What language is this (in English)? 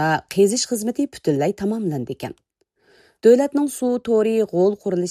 Uyghur